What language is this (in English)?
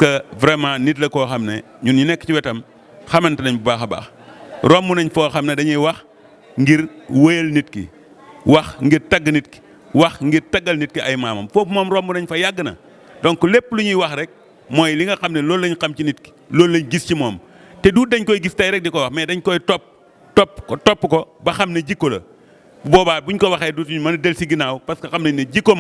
Wolof